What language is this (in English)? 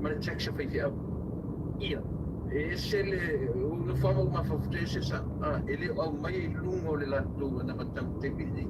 Samoan